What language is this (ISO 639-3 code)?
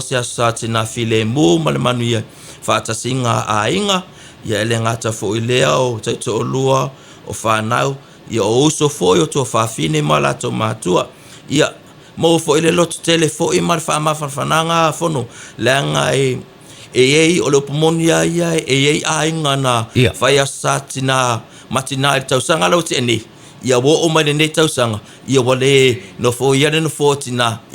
smo